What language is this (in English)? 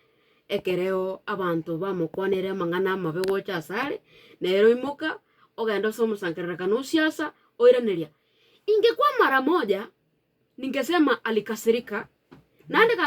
Gusii